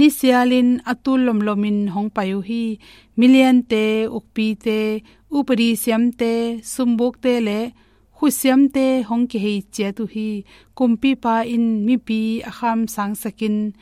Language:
Tedim Chin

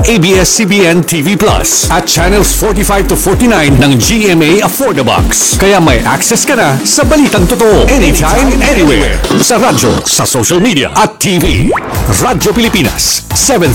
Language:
Filipino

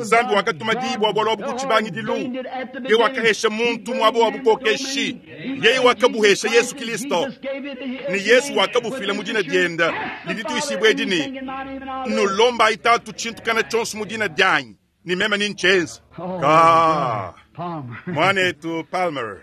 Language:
Luba-Lulua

